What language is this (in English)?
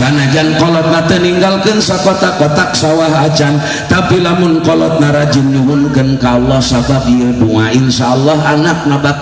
Sundanese